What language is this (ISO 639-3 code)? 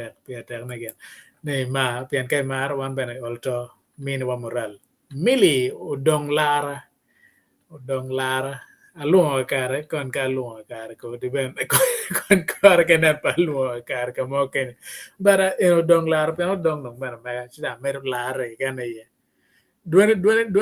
ach